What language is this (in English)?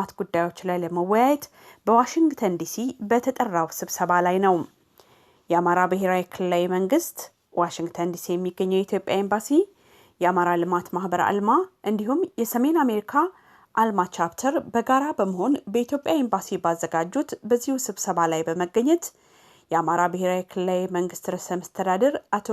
Amharic